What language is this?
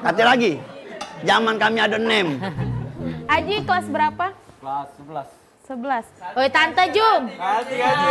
Musi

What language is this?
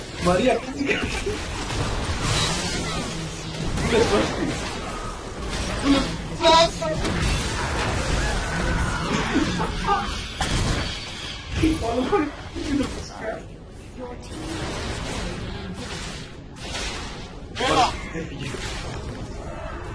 Greek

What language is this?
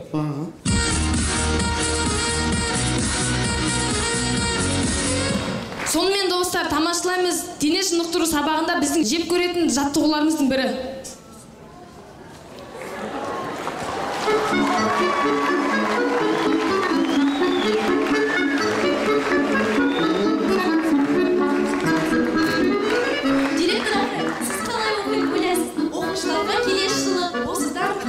Kazakh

